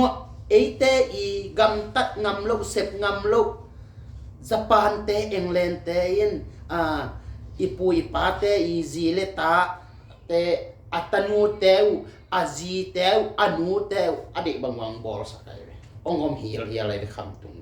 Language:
Tedim Chin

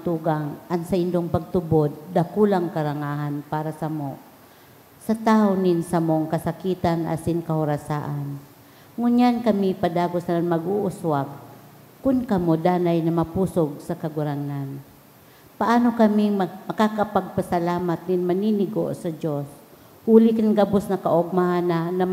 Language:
Bikol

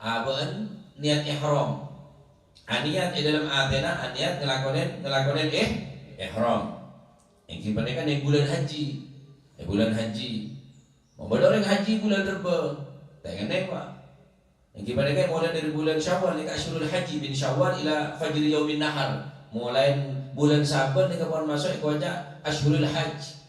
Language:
Madurese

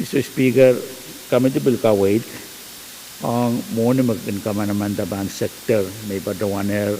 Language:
Pohnpeian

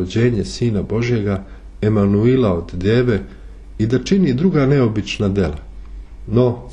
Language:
Serbian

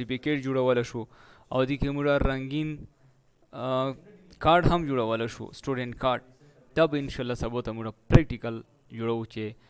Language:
Pashto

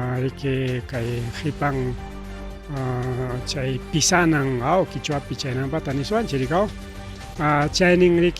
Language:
Ayacucho Quechua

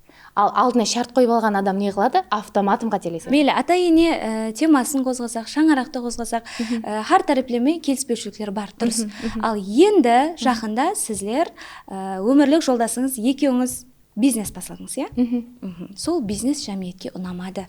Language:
Kara-Kalpak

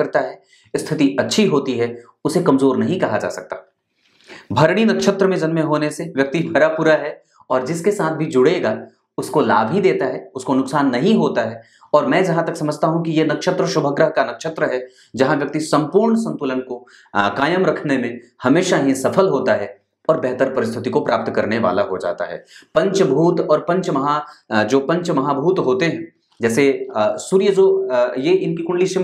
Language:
Hindi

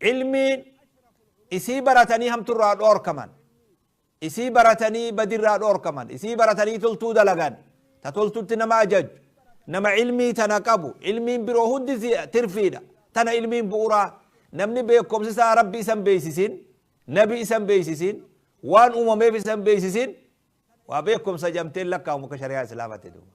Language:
Oromo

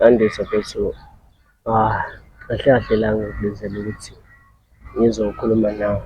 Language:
Zulu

